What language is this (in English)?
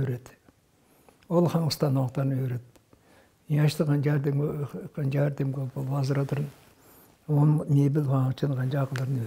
Tuvinian